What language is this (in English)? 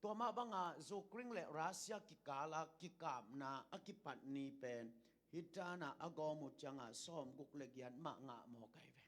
Tedim Chin